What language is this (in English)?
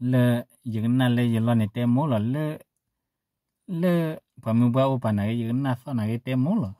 S'gaw Karen